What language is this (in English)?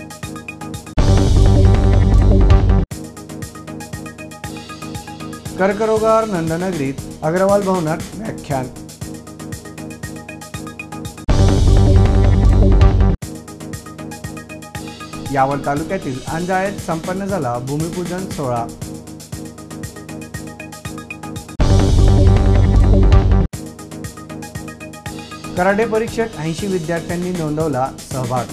Marathi